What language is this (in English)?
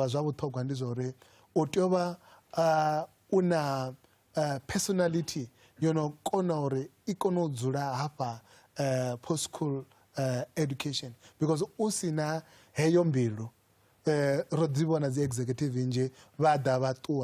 Venda